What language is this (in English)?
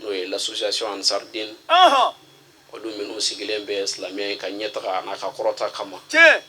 Bambara